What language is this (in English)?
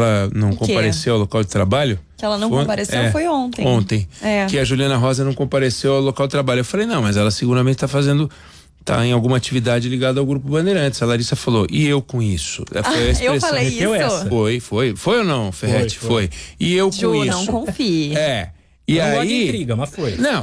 Portuguese